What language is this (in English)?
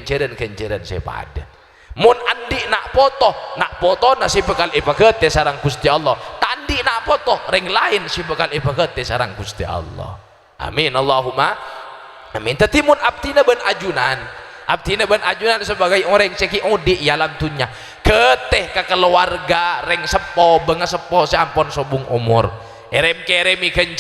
Madurese